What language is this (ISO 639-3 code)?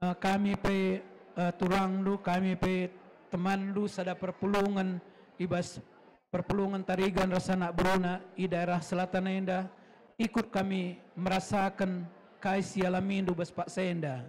btx